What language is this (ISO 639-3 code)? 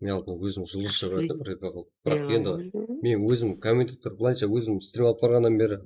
kaa